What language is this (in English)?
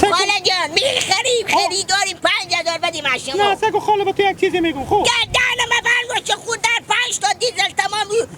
Hazaragi